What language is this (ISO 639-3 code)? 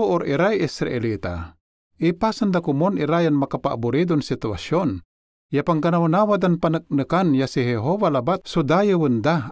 pag